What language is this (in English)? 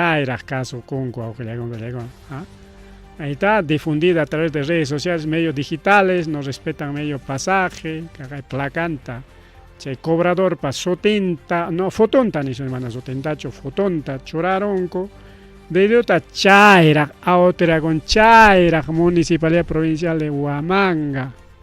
Ayacucho Quechua